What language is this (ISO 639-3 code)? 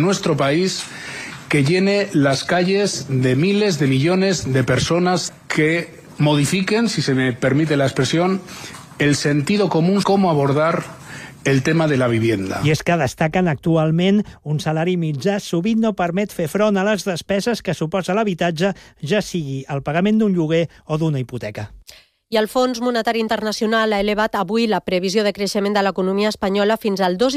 cat